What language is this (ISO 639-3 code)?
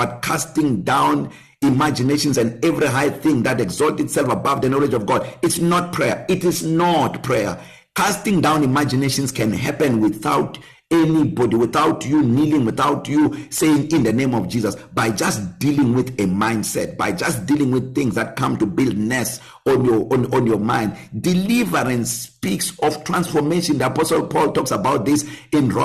eng